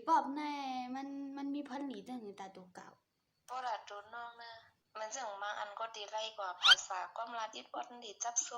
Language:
Shan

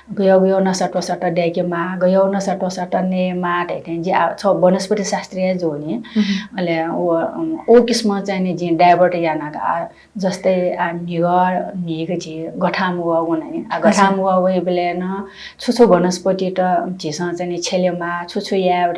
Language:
Newari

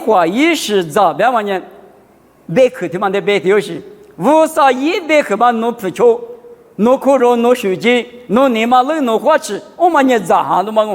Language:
Lisu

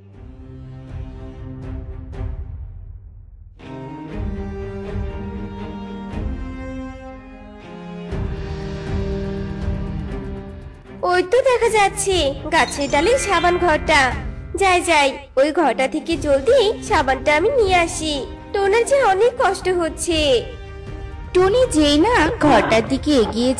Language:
Bangla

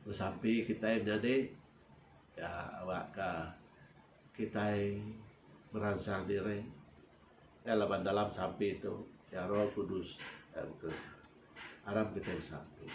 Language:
Iban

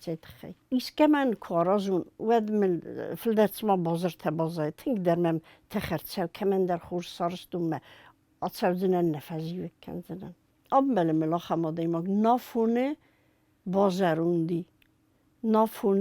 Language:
Ossetic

